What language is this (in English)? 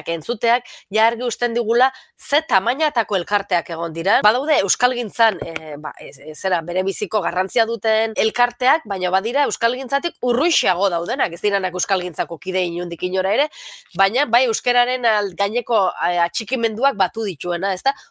Basque